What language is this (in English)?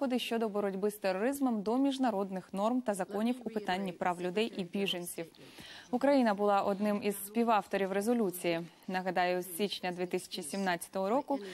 Ukrainian